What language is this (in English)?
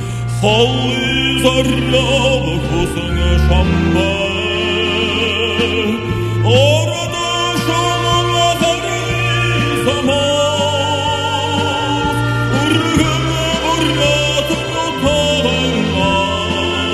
Buriat